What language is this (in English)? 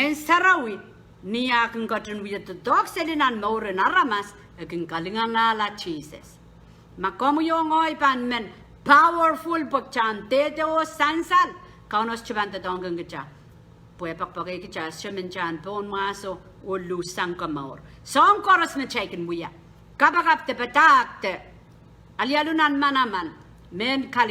Pohnpeian